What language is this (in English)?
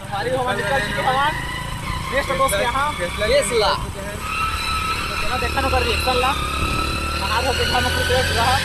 Chhattisgarhi